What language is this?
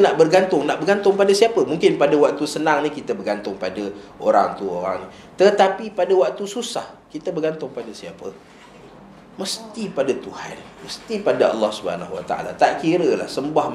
Malay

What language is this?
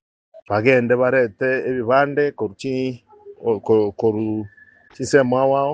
Gusii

